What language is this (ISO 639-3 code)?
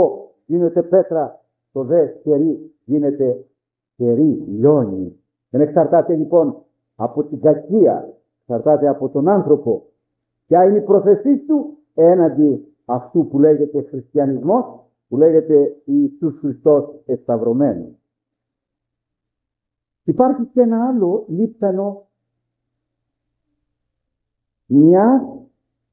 ell